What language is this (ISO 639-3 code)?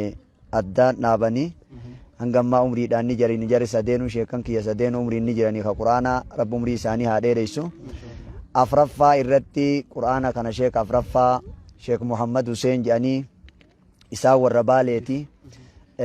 orm